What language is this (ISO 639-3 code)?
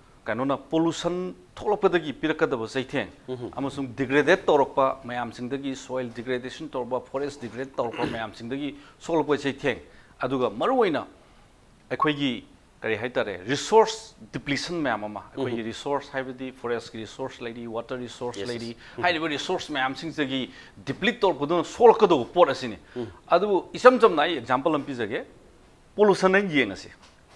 mni